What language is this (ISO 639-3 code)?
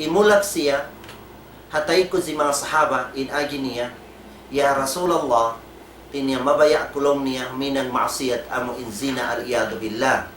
tsg